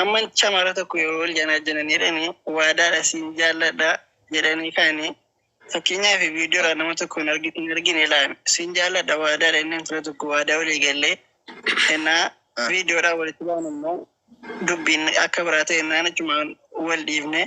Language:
Oromo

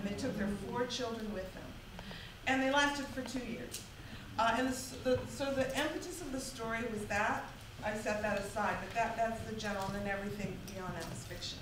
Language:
English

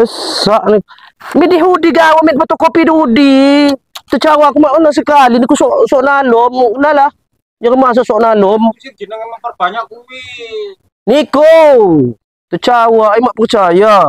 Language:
Lampung Api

